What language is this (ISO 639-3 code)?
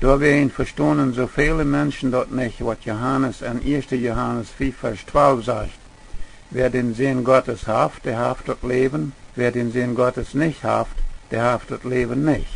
pdt